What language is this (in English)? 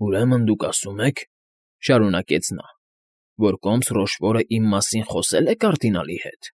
Armenian